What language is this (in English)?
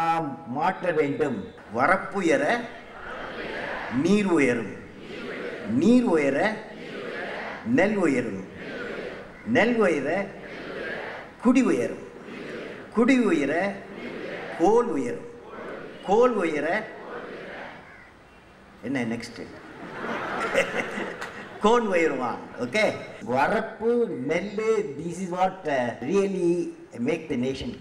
Tamil